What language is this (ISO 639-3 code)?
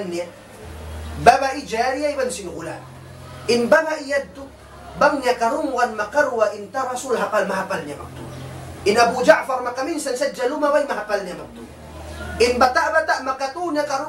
tsg